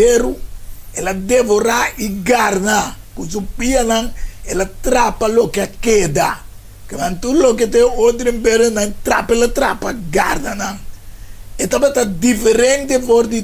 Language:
Papiamento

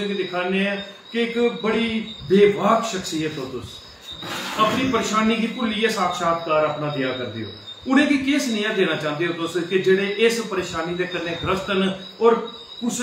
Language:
Dogri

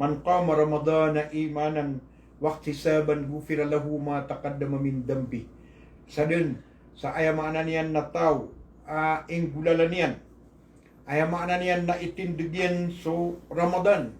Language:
Maranao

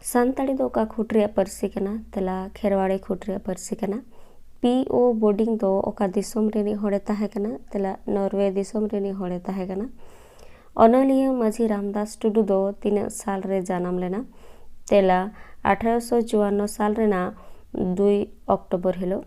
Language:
Santali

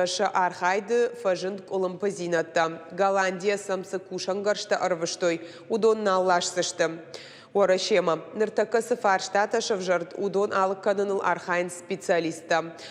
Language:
Ossetic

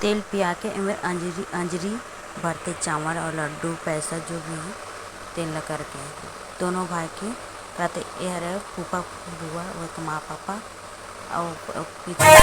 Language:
Chhattisgarhi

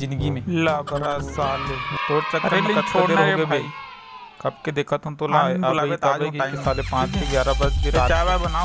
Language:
Chhattisgarhi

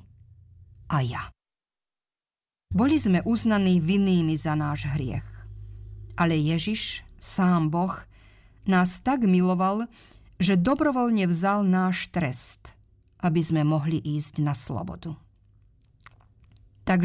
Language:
Slovak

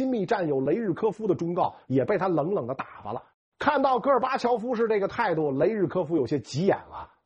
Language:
Chinese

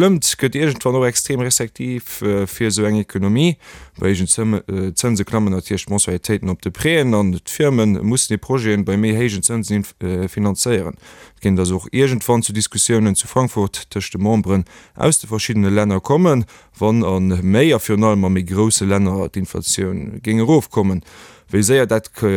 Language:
Luxembourgish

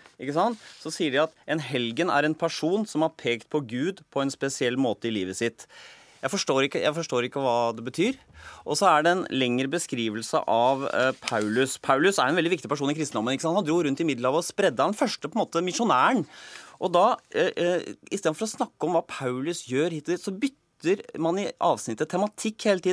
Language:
Norwegian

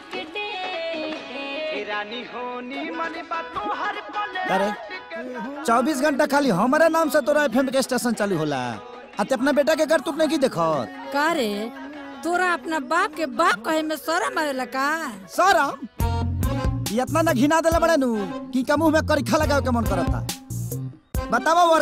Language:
Bhojpuri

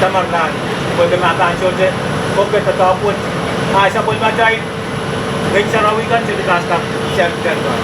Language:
Pohnpeian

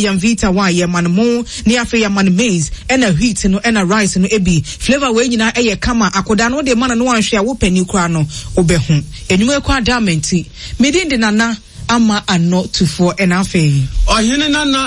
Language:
Akan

